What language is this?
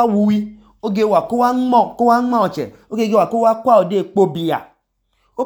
Idoma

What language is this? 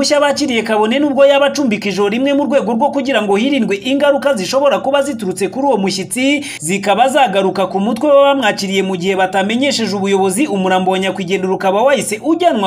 Kinyarwanda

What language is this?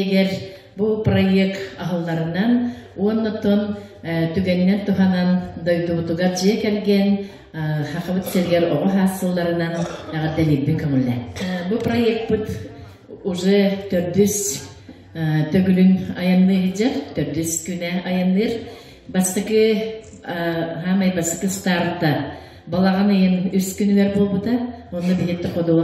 Yakut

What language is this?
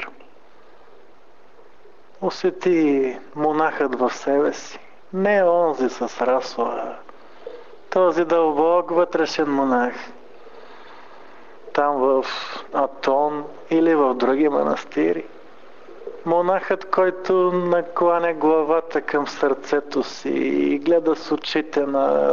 Bulgarian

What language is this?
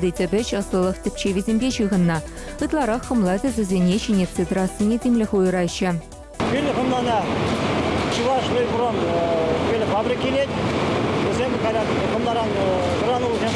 Chuvash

